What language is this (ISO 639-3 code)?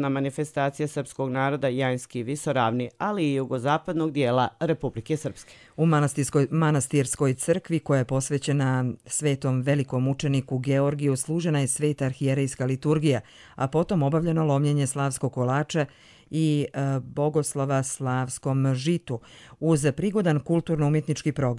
hrv